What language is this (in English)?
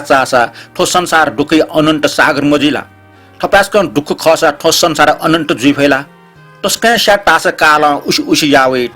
Newari